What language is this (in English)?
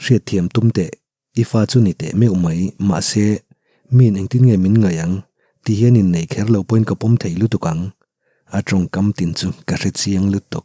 Mizo